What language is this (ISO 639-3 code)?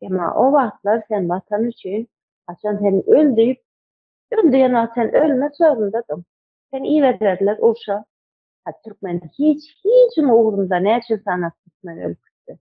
tuk